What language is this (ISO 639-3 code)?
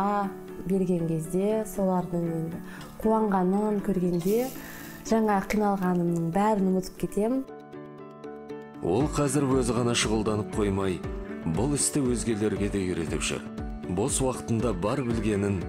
kaz